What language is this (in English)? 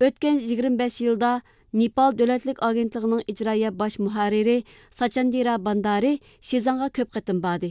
Uyghur